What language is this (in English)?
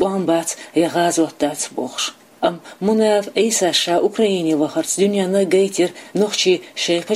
Chechen